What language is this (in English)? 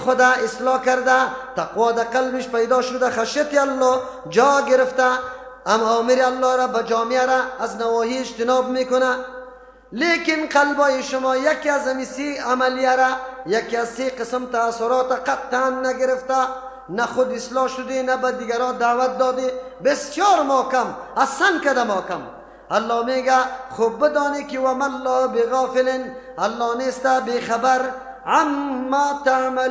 Persian